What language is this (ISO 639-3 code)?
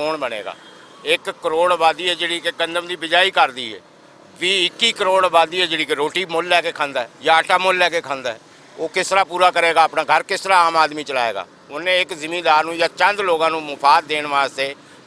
lah